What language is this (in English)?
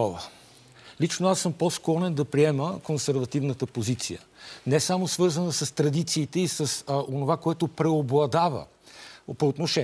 Bulgarian